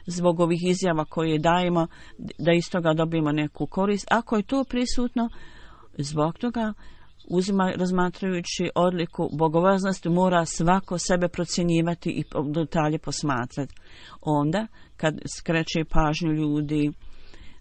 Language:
Bosnian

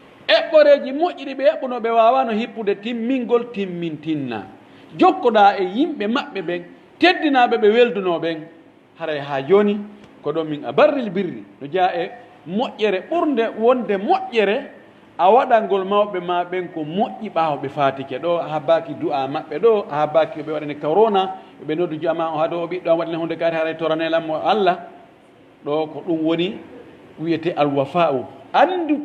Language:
Pular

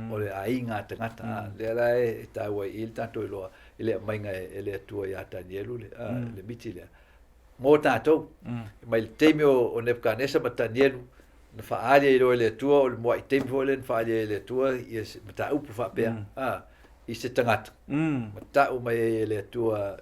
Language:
Samoan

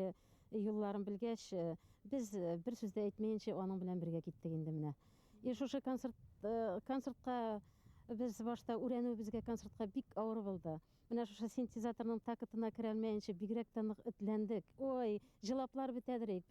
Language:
Bashkir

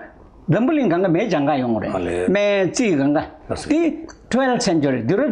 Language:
Tibetan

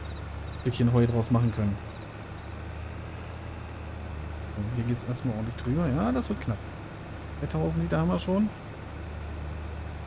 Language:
German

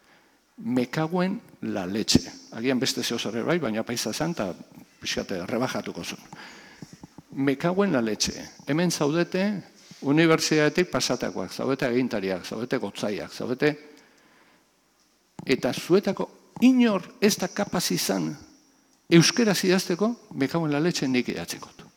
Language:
Basque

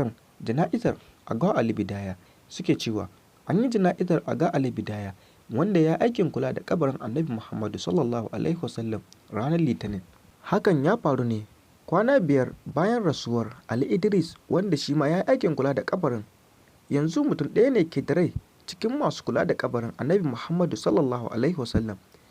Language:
Hausa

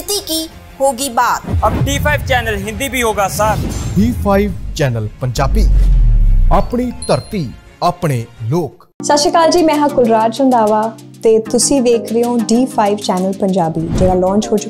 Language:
Punjabi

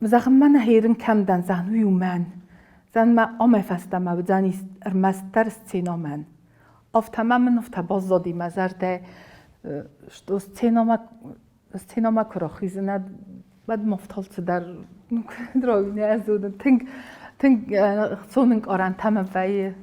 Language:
Ossetic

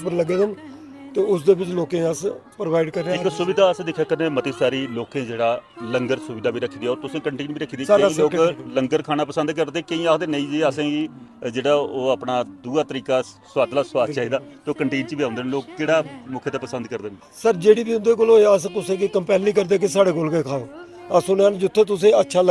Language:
Dogri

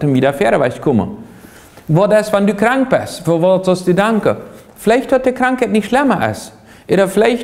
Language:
Plautdietsch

